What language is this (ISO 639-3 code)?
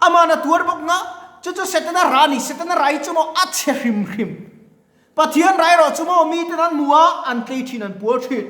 lus